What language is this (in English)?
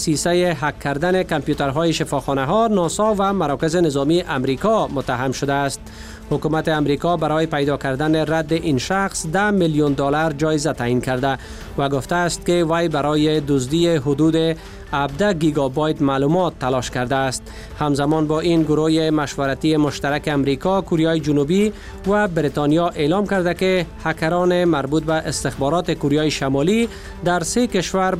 Persian